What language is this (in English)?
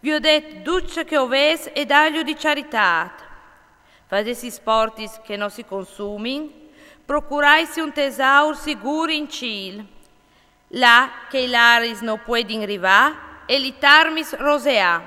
Friulian